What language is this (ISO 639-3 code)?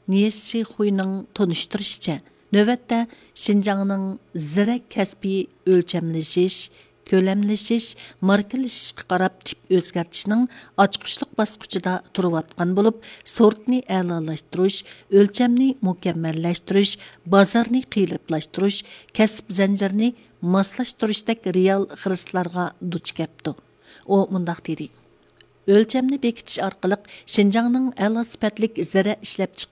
uig